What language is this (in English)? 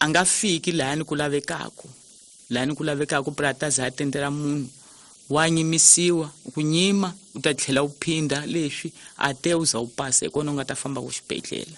Tsonga